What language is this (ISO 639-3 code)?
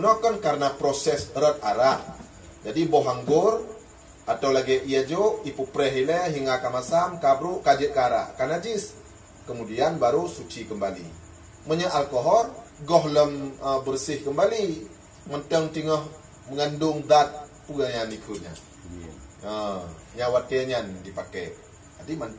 ace